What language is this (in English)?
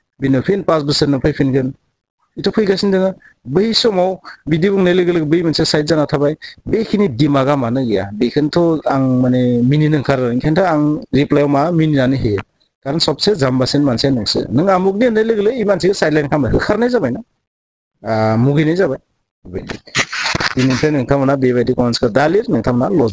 Bodo